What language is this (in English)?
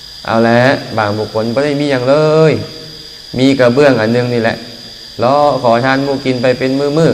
Lao